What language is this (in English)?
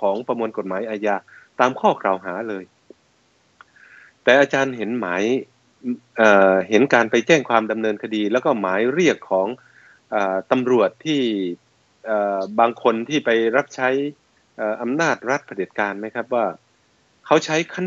Thai